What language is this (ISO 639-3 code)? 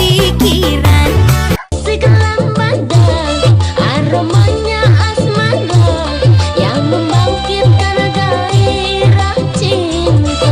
bew